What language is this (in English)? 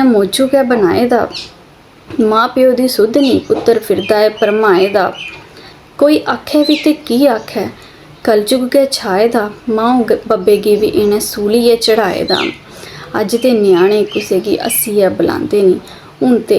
Dogri